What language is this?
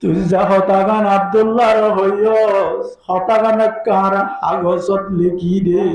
Rohingya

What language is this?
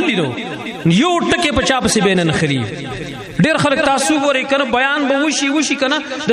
Pashto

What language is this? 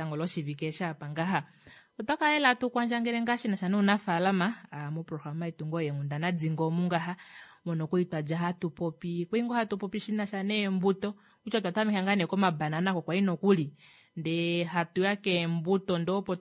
Kuanyama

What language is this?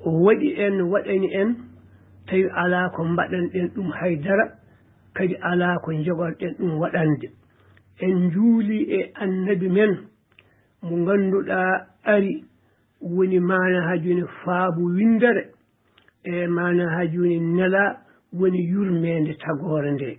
Fula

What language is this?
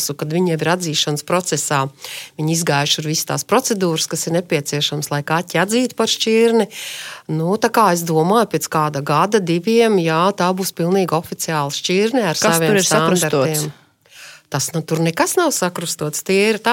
Latvian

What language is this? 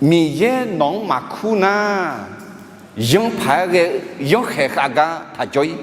Akha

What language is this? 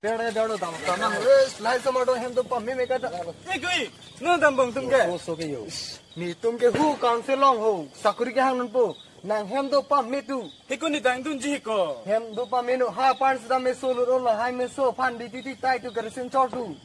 Karbi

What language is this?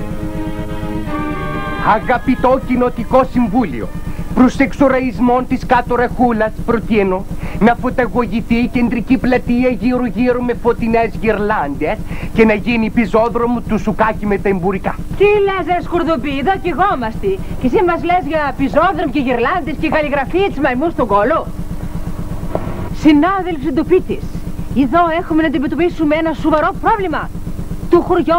Greek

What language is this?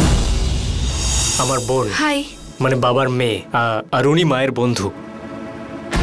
Bangla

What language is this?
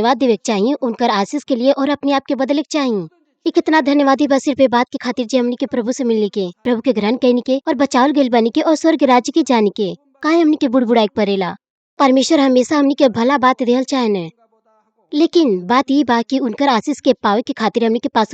Bhojpuri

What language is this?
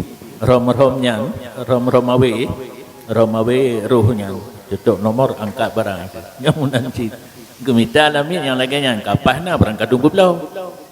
Achinese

